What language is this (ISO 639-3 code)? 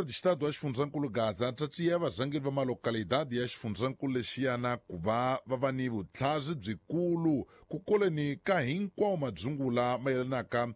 tso